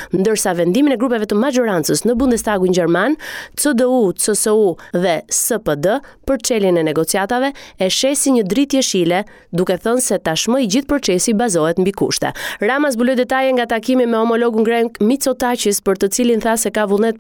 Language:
Albanian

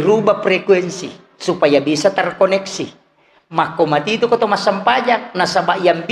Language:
Buginese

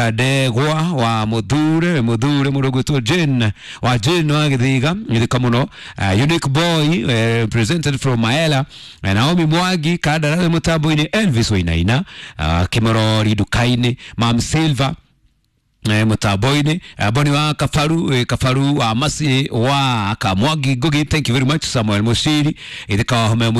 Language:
Kikuyu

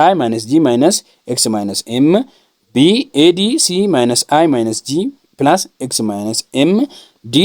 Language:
Oromo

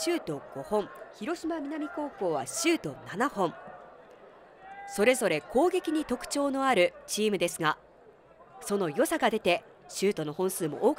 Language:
Japanese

